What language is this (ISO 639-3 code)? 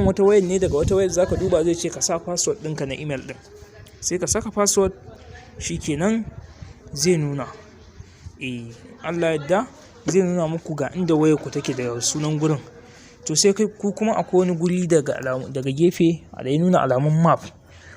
hau